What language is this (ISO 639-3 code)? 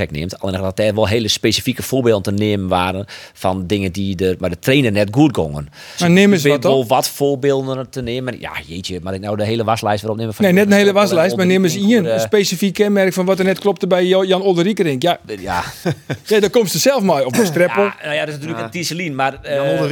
fry